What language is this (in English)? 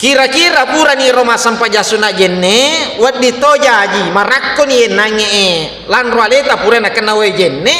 Buginese